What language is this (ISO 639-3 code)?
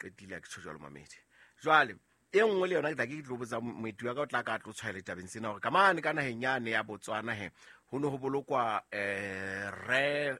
sot